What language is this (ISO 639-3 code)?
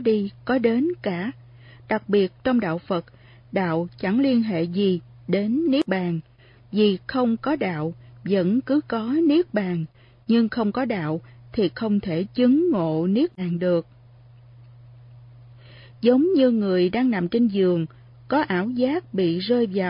vie